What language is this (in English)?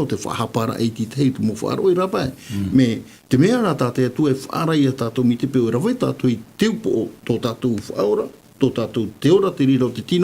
Tahitian